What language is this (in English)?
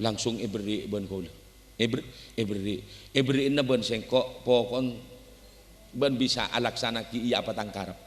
Madurese